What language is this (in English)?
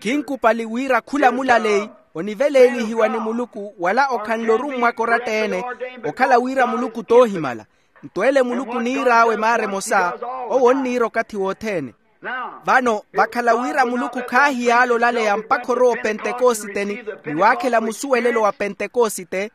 Makhuwa